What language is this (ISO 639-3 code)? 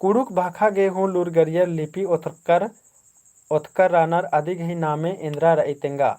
kru